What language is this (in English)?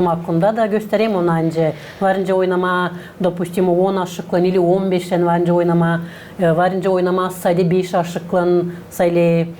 Gagauz